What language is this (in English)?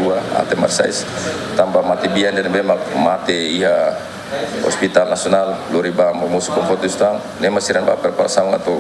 Tetum